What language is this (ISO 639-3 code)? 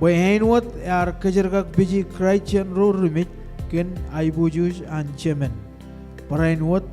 mah